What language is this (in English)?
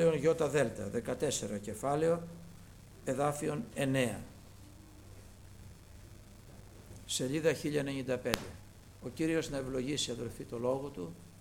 Greek